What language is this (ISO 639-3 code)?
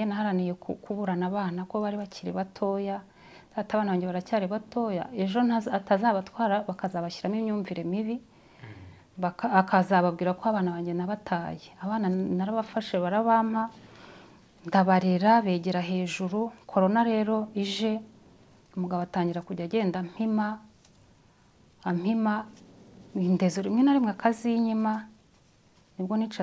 kin